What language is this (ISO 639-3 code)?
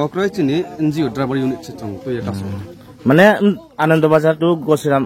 ria